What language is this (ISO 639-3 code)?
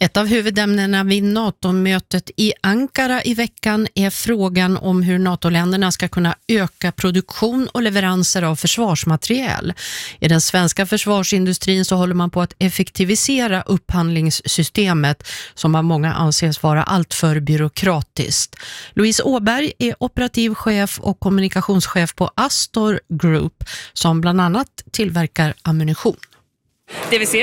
swe